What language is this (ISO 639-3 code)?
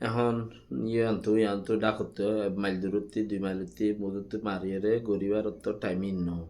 rhg